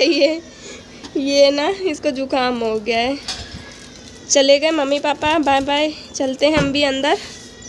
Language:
Hindi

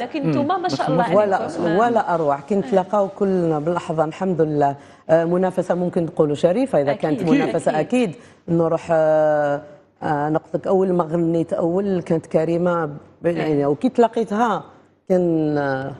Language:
Algerian Arabic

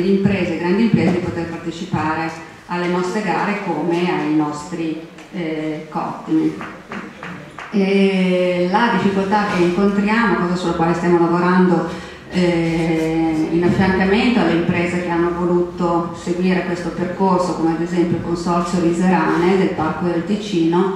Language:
Italian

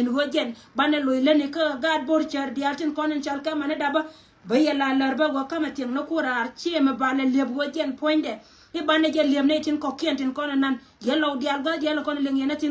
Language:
Nuer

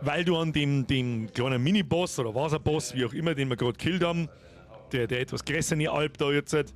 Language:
Bavarian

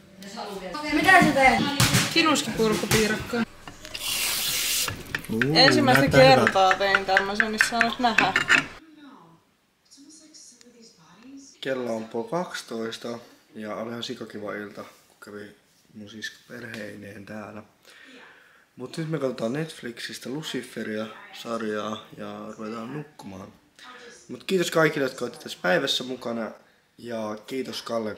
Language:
Finnish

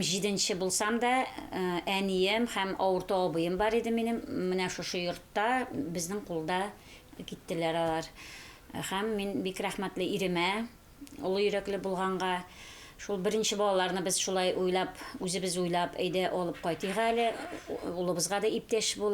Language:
Tatar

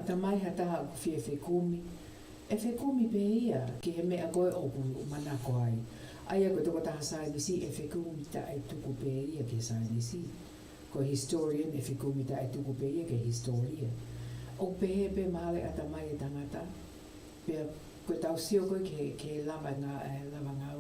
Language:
Tongan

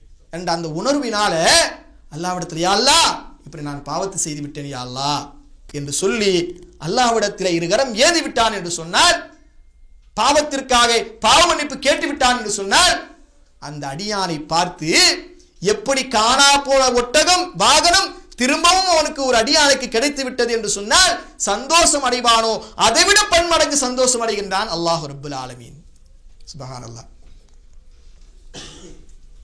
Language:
Tamil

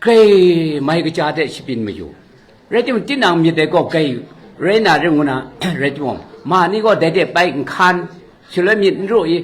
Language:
Kachin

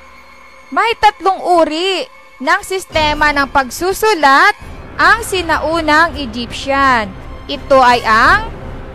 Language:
Filipino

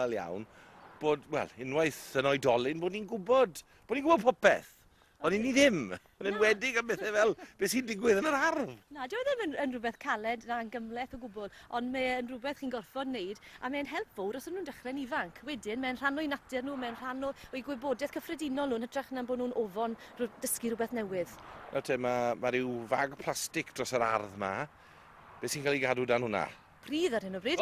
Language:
Welsh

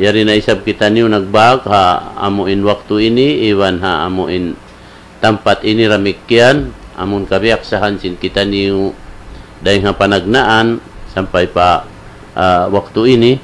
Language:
Tausug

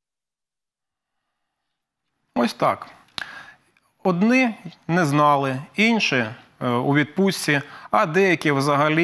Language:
Ukrainian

